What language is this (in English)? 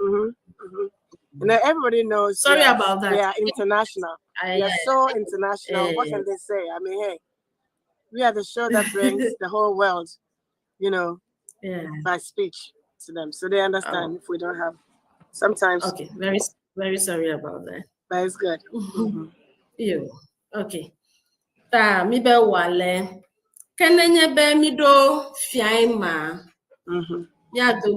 Ewe